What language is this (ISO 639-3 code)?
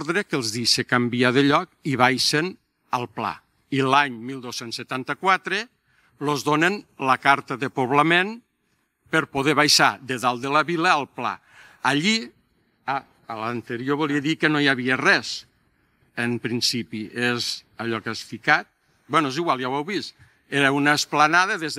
cat